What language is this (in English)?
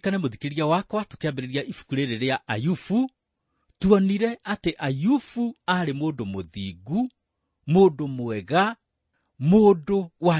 Kikuyu